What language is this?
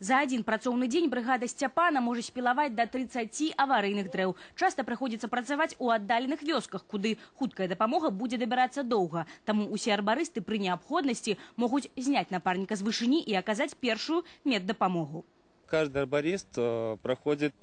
Belarusian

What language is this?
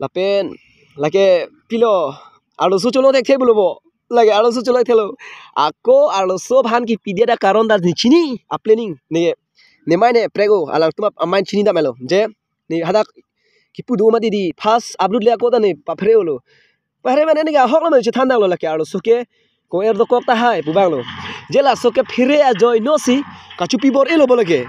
Karbi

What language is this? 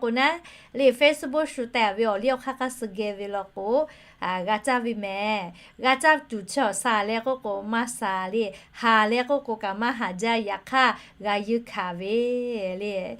Lahu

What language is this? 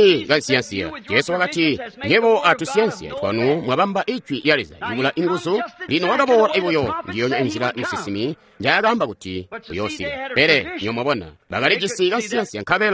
Tonga (Zambia)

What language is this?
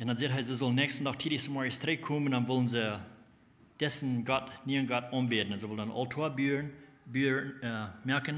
Plautdietsch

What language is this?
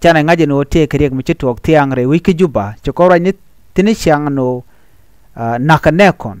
Nuer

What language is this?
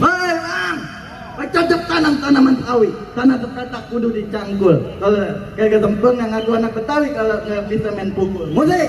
Betawi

